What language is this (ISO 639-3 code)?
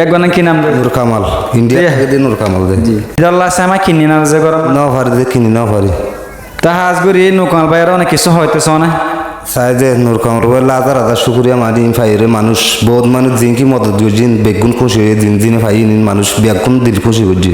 rhg